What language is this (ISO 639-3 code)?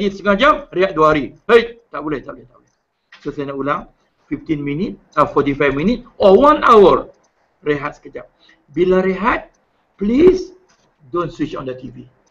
msa